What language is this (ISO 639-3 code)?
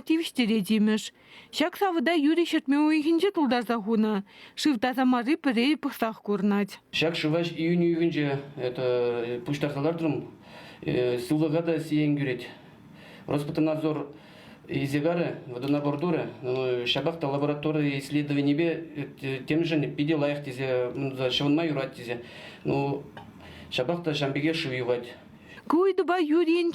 chv